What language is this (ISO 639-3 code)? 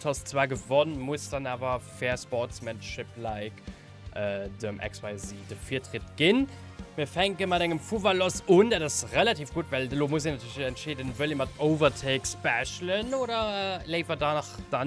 ltz